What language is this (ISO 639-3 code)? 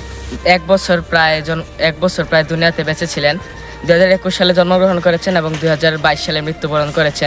ben